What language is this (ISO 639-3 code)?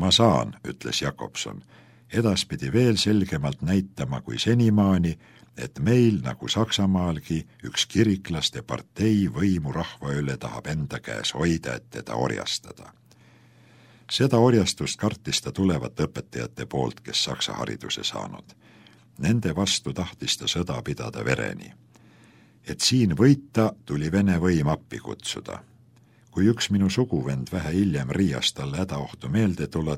est